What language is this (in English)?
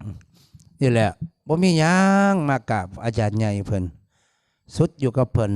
Northeastern Thai